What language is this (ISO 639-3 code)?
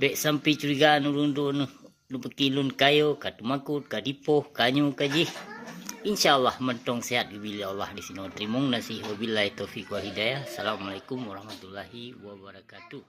ace